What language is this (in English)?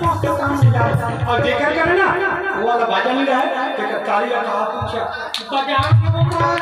Chhattisgarhi